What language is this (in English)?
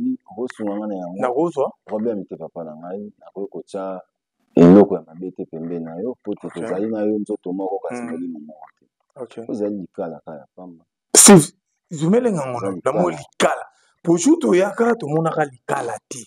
Lingala